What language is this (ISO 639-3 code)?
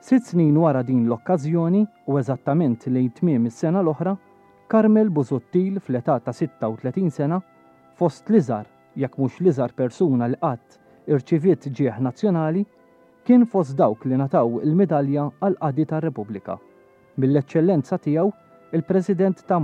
mlt